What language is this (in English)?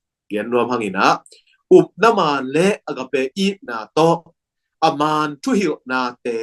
Tedim Chin